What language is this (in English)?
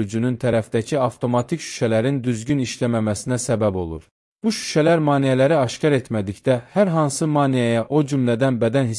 Azerbaijani